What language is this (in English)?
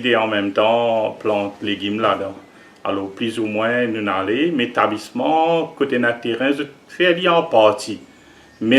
Morisyen